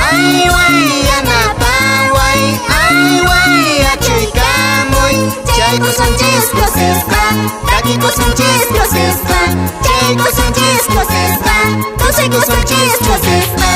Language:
Quechua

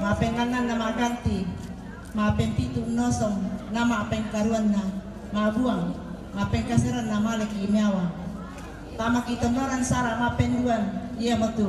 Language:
Toraja-Sa'dan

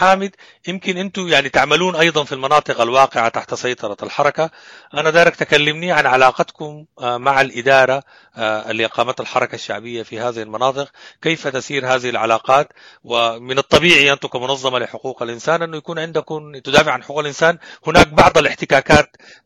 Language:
Sudanese Arabic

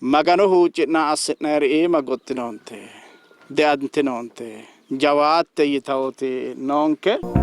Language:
Sidamo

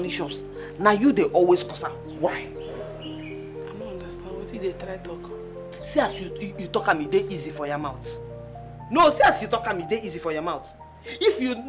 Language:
Nigerian Pidgin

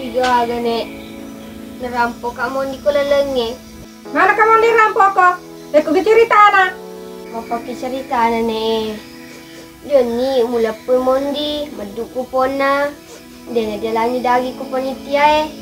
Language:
Buginese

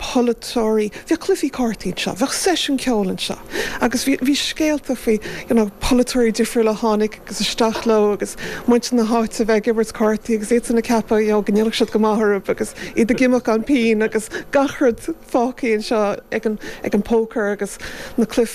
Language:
Irish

